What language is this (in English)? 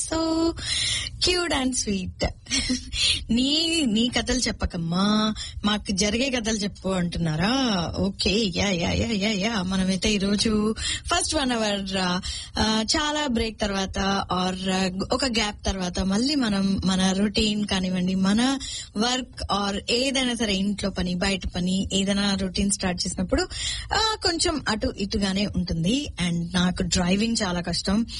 Telugu